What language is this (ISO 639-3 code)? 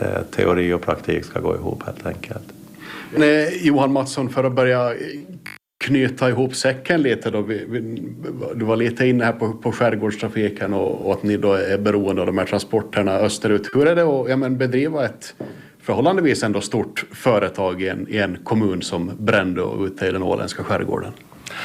swe